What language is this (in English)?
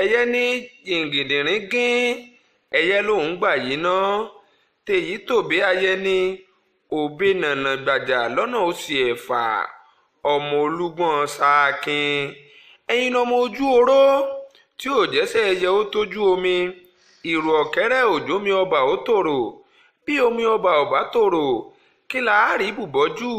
Yoruba